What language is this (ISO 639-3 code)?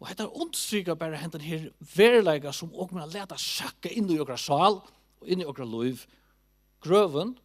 fao